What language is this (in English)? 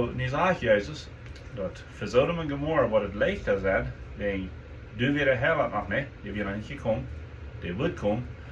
Plautdietsch